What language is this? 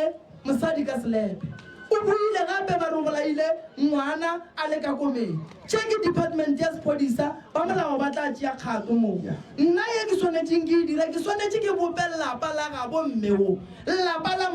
Northern Sotho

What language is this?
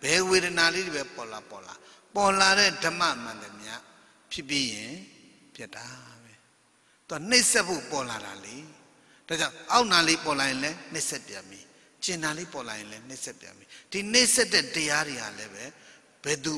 Burmese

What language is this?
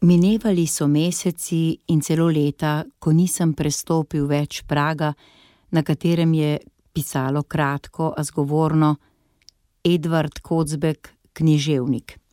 Slovenian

